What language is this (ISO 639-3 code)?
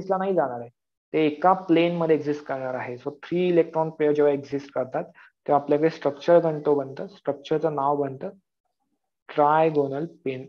mar